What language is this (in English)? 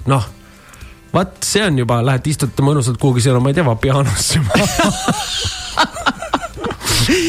Estonian